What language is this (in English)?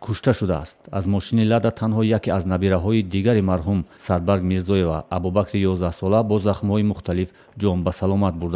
Tajik